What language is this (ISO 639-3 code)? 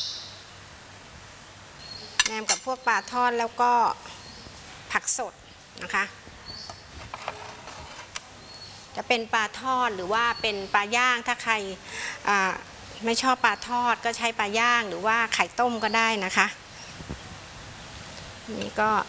tha